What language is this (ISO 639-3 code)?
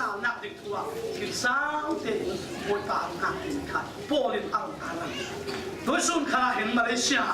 cfm